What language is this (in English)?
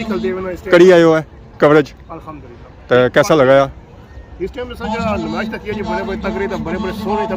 Pahari-Potwari